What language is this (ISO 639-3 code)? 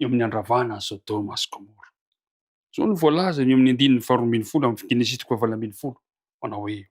mlg